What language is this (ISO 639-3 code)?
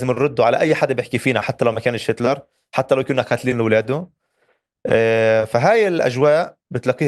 apc